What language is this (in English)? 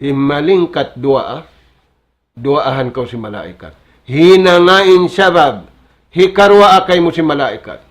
Tausug